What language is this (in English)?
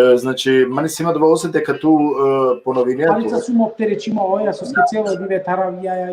Balkan Romani